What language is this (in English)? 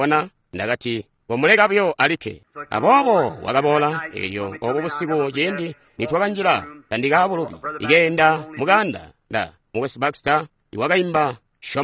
Tonga (Zambia)